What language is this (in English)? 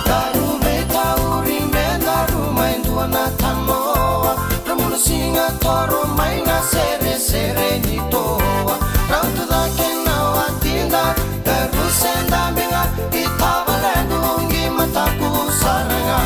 Fijian